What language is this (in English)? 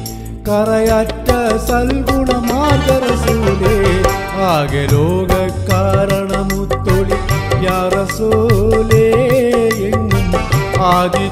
Malayalam